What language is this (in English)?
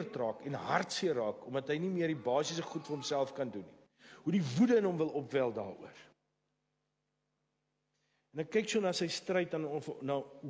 Afrikaans